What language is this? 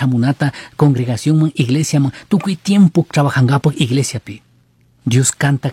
Chimborazo Highland Quichua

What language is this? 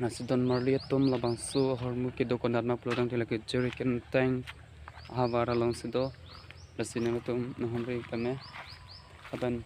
Karbi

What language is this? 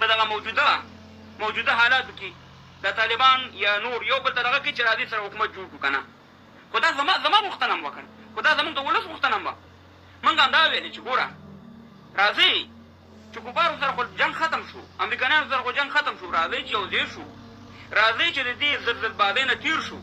Pashto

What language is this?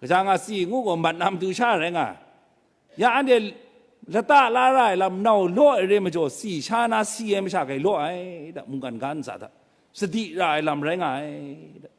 Kachin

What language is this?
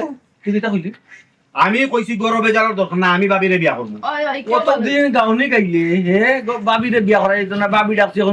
Sylheti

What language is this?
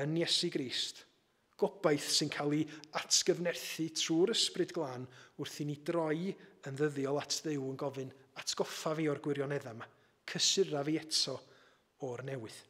Welsh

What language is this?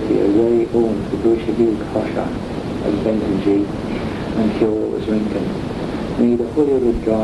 Manx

